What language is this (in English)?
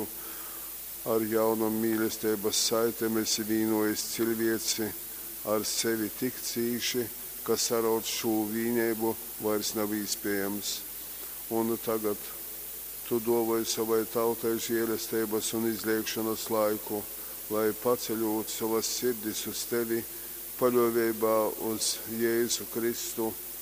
Latgalian